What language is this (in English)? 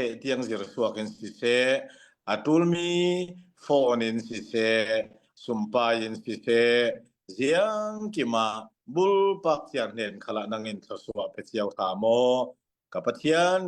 Falam Chin